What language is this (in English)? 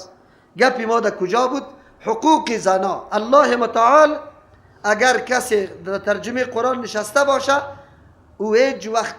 Persian